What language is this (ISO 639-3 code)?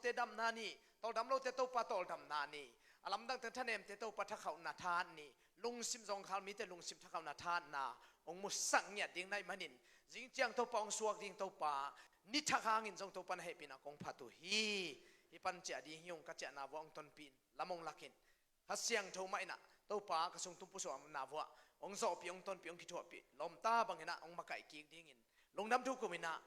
ctd